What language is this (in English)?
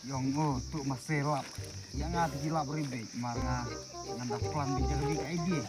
Khasi